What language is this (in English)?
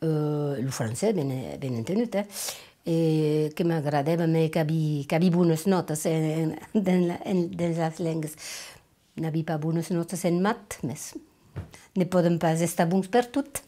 Occitan